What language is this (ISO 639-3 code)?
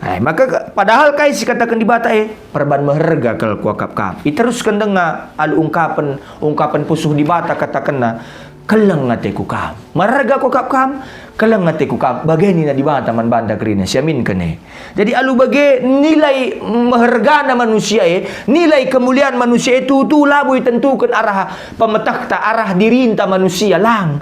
btx